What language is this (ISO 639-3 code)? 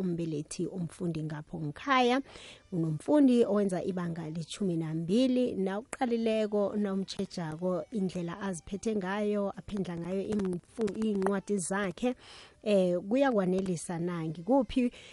nbl